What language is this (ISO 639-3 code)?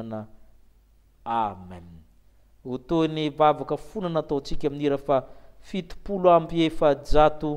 mlg